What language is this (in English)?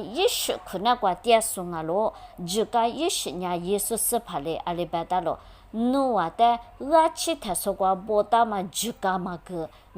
Lisu